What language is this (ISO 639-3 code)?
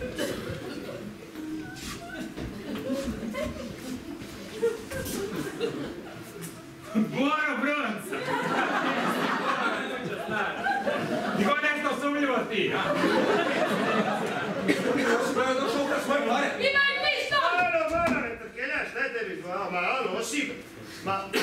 hrv